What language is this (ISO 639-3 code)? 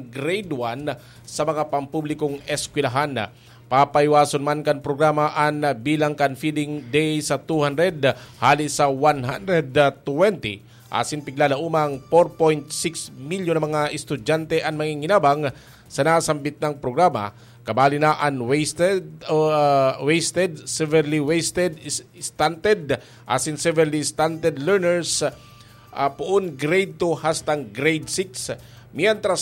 bik